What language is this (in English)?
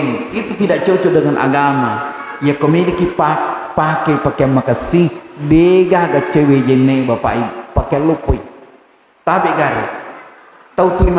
Buginese